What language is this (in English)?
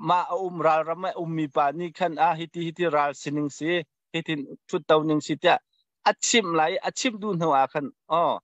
Hakha Chin